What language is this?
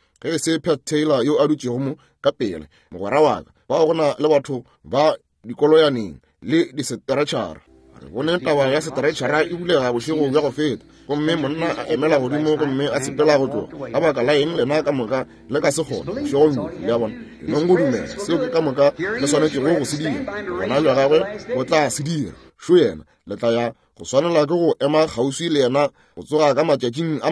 Northern Sotho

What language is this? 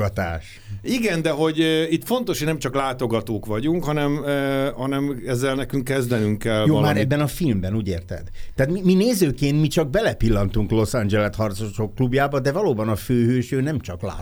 Hungarian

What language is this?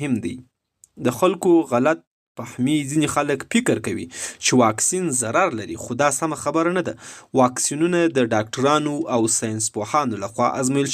Pashto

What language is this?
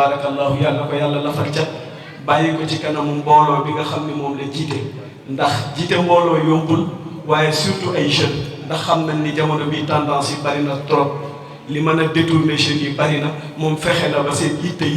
Wolof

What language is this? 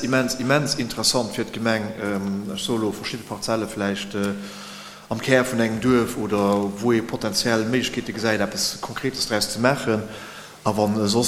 Luxembourgish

